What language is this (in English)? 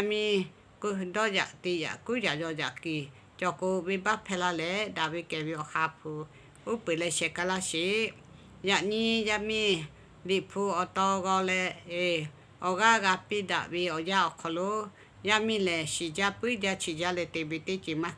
Lahu